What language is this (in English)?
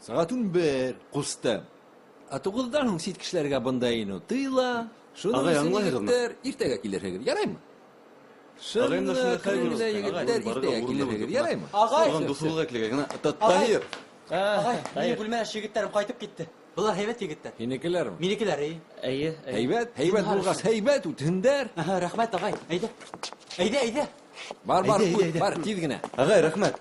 Bashkir